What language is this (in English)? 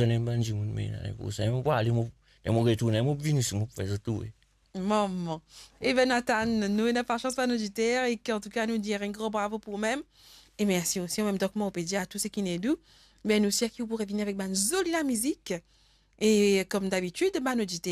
Morisyen